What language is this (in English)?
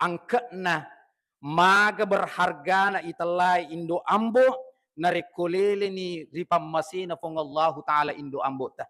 Buginese